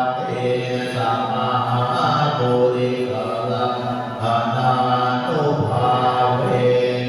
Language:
Pali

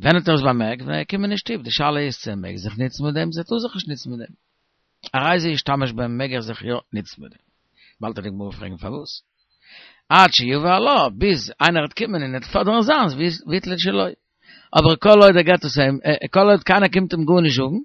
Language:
Yiddish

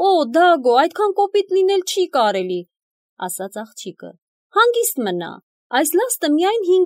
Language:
Armenian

